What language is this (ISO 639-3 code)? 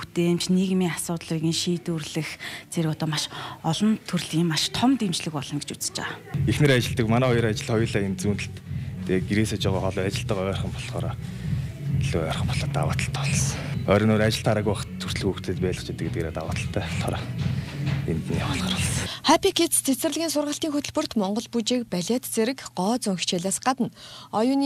mon